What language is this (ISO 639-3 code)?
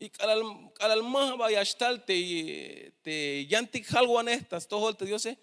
tzh